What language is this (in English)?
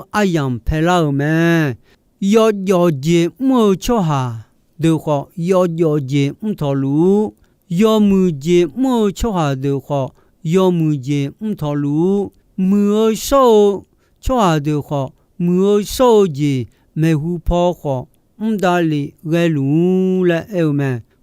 Akha